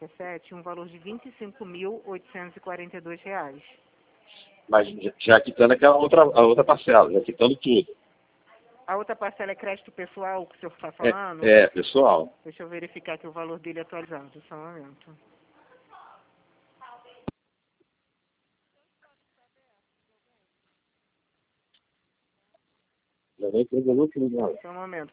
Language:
Portuguese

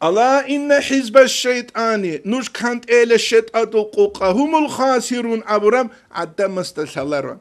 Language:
Avaric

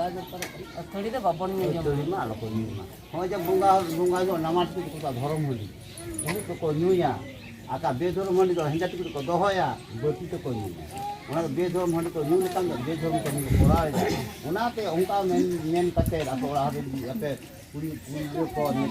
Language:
Santali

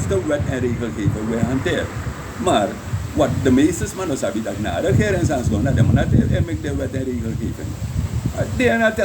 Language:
Sranan Tongo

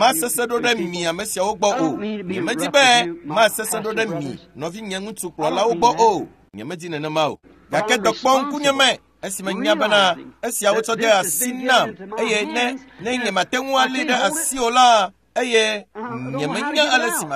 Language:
Ewe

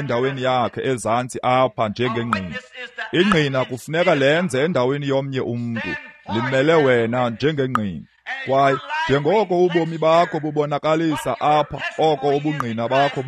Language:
Xhosa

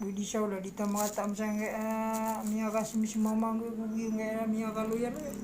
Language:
Maranao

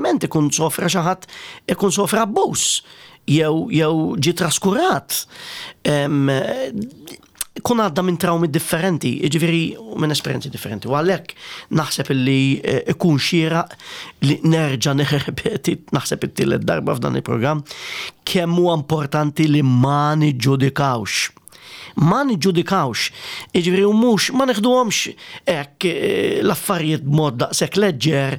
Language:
Maltese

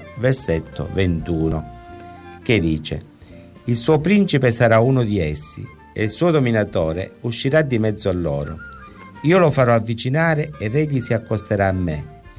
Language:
Italian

